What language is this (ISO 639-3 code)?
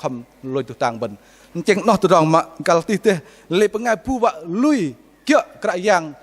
bdq